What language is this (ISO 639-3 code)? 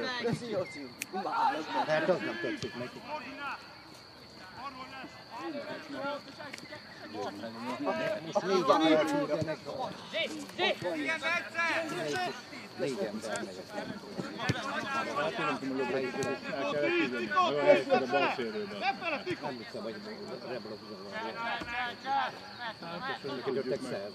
hun